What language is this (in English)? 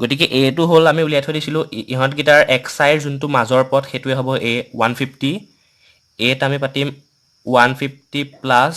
Assamese